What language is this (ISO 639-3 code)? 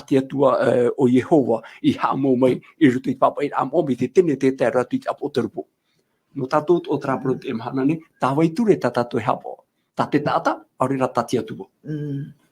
tah